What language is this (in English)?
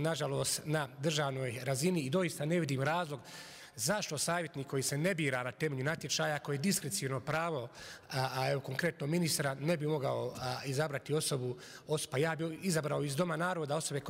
Bosnian